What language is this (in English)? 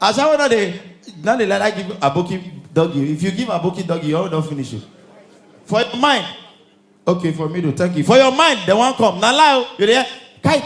Nigerian Pidgin